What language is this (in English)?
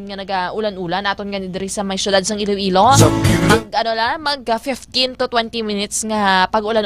Hiligaynon